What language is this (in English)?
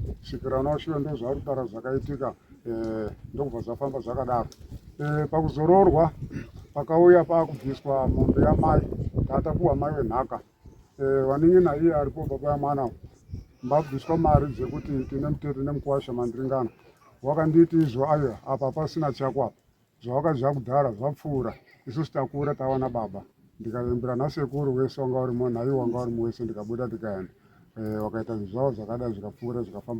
Shona